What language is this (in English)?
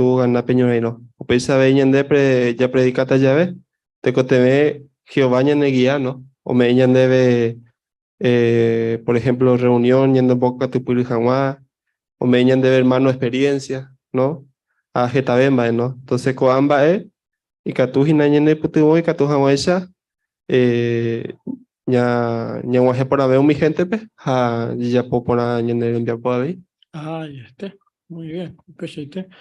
Guarani